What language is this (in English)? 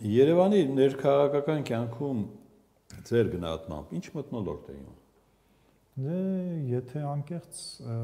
Armenian